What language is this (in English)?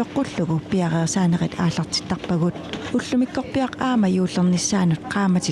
Kalaallisut